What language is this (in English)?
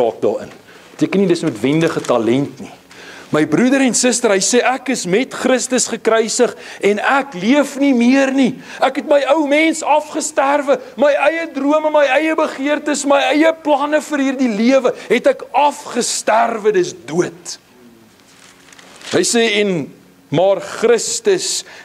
Afrikaans